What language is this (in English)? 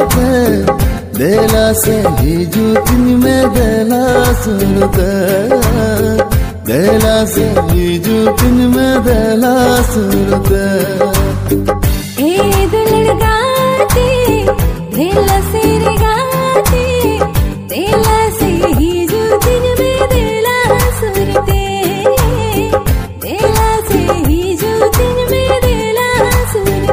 Santali